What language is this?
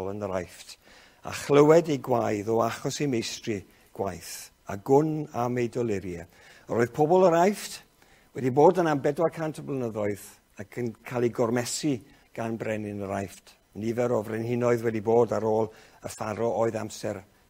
Welsh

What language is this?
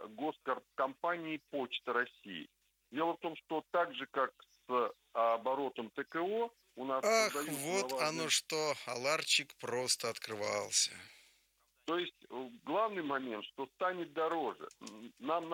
Russian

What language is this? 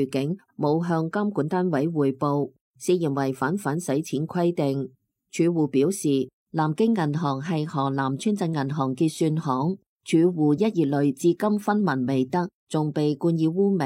Cantonese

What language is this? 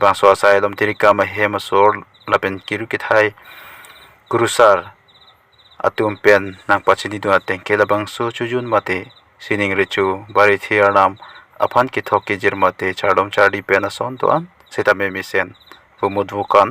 Karbi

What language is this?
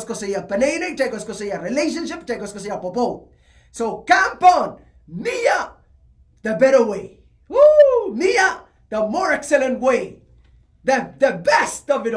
Pohnpeian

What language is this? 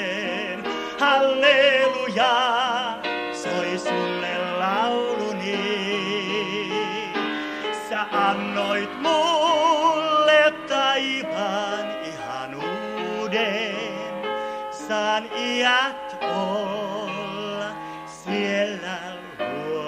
Finnish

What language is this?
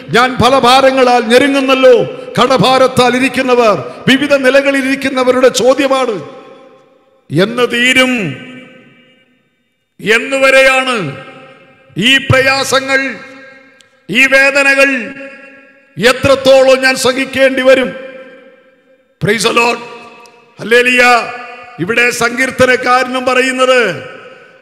Malayalam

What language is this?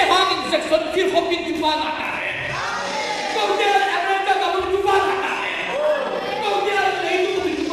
Tedim Chin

